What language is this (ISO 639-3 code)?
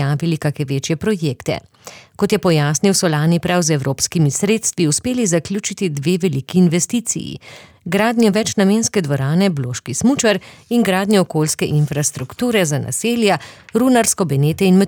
slv